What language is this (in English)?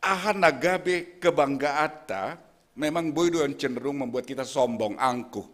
Batak Simalungun